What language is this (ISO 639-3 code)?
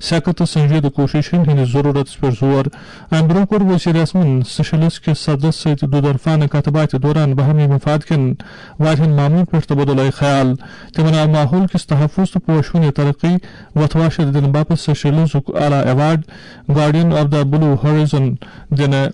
kas